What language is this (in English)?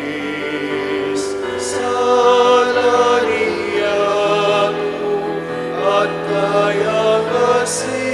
Pampanga